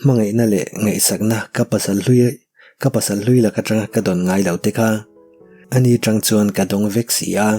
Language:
Mizo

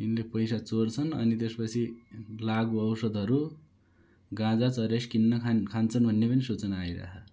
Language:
Nepali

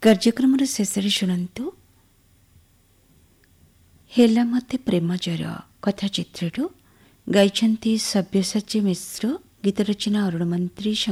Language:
Odia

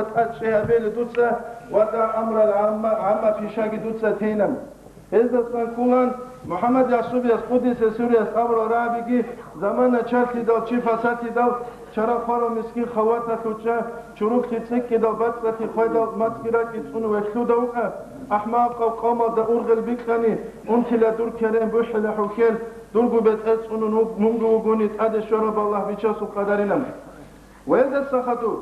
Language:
Avaric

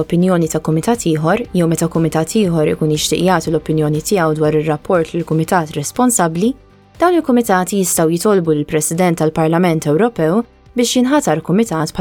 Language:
Maltese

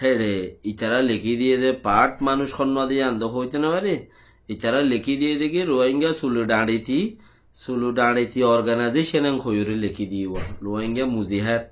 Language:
Rohingya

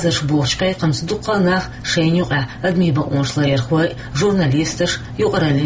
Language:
Chechen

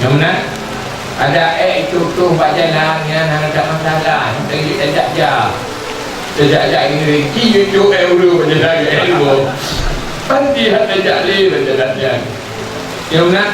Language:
Achinese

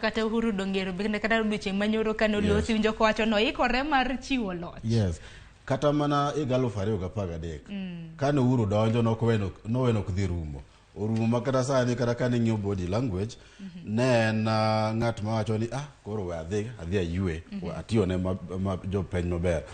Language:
Luo (Kenya and Tanzania)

